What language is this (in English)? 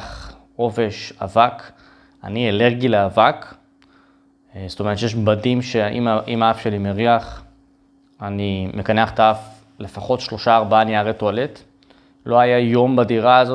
Hebrew